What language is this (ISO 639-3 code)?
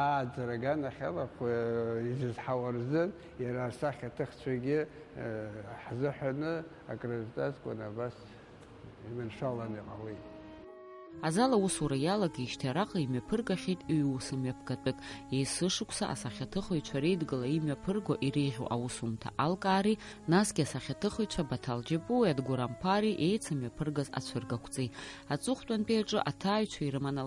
abk